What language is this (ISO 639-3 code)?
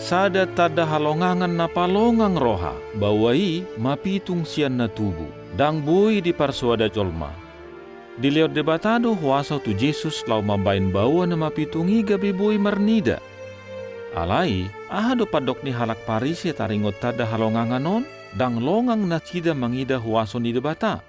bbc